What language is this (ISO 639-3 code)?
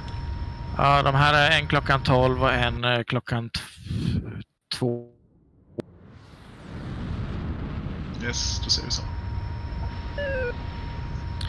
swe